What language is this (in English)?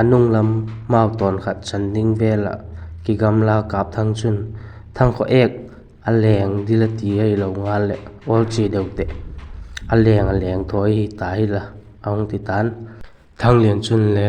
Vaiphei